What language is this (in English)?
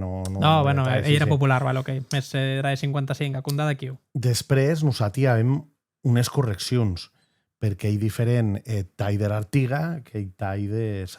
Occitan